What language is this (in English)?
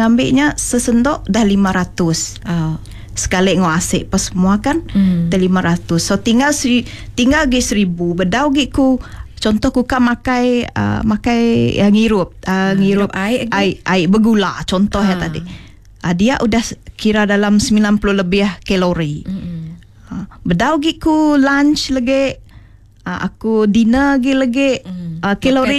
Iban